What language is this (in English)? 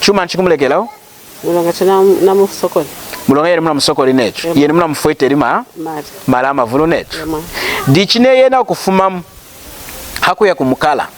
Lunda